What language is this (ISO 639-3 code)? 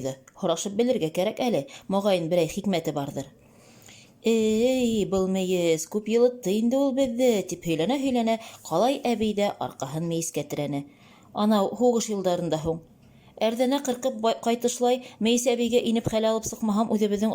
bak